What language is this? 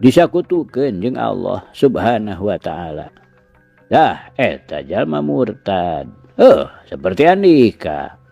Sundanese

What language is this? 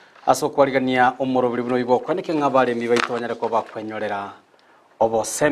Gusii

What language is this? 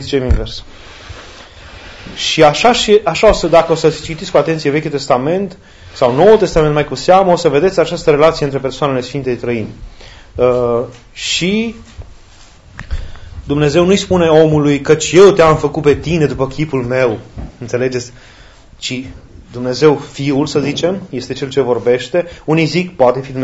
Romanian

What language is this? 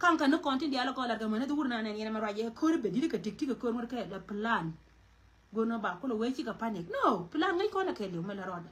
Nuer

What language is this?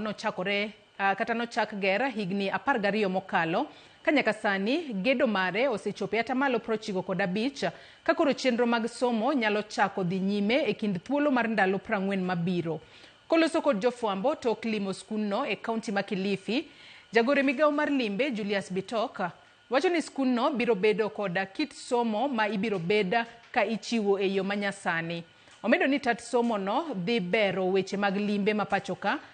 Luo (Kenya and Tanzania)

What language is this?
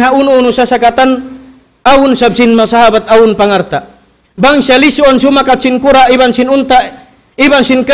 Tausug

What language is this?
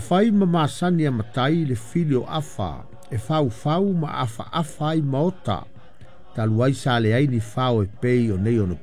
Samoan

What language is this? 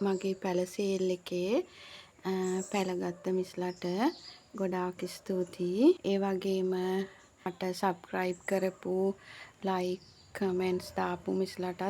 Sinhala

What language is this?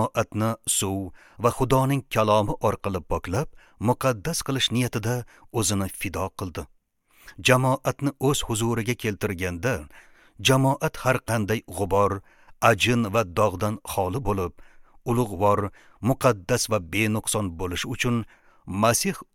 Uzbek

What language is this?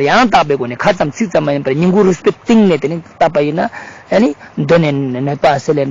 Ladakhi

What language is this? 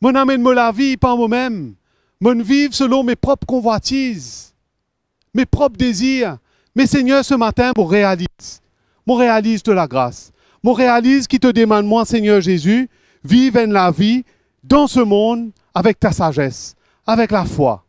Morisyen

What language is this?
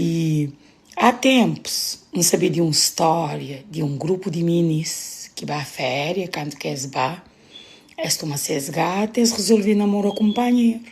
Kabuverdianu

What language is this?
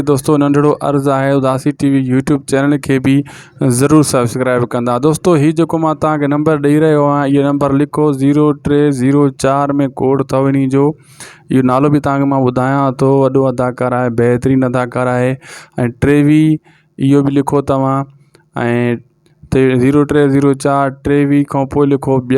Sindhi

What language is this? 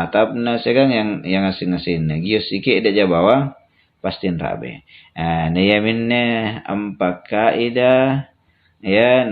Makasar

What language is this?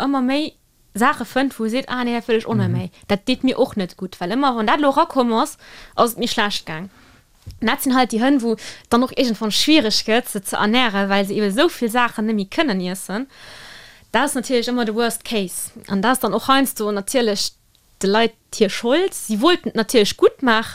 Luxembourgish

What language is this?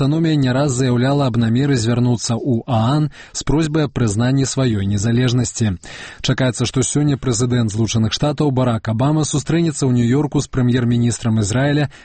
Belarusian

